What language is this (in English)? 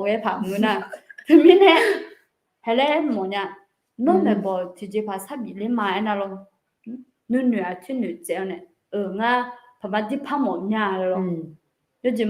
Akha